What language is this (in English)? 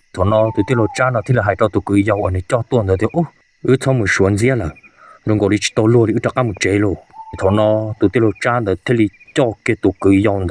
Hmong